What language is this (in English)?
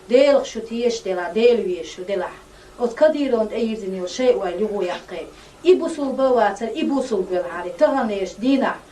Chechen